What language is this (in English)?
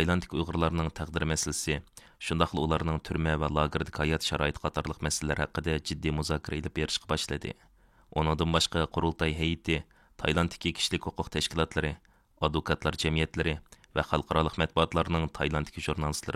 Uyghur